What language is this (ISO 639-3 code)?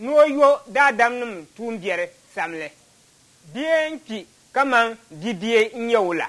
dag